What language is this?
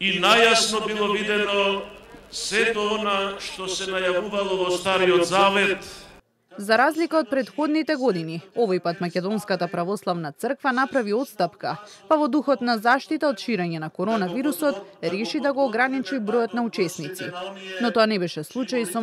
Macedonian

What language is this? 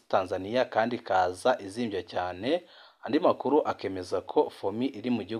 Rundi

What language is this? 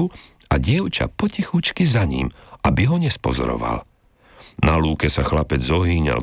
Slovak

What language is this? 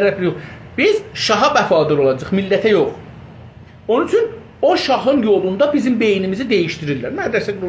South Azerbaijani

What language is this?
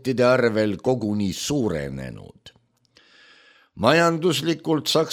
Estonian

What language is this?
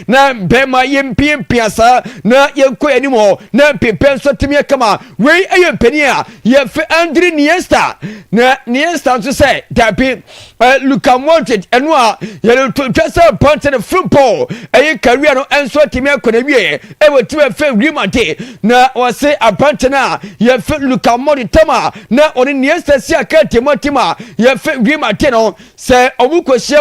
Akan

